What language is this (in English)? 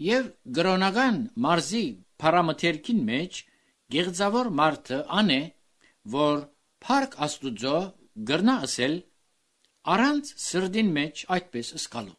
Armenian